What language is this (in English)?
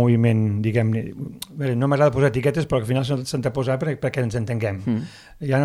Catalan